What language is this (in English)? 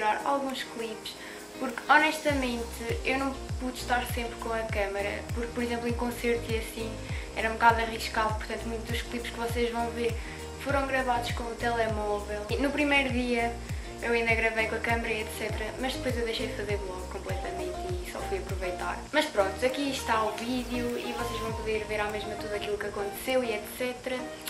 Portuguese